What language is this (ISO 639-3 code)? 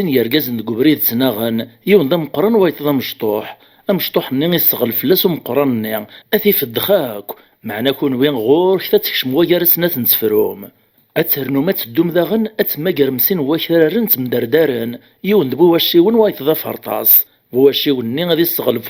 kab